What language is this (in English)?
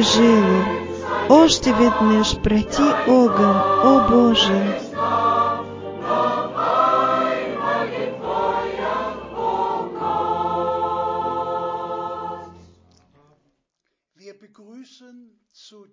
Bulgarian